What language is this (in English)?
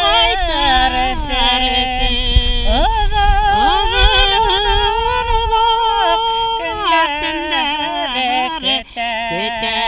Bashkir